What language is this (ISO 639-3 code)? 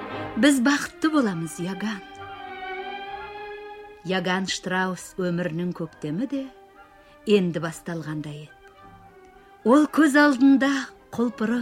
kaz